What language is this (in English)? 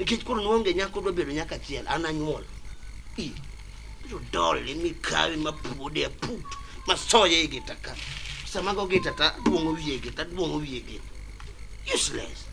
Luo (Kenya and Tanzania)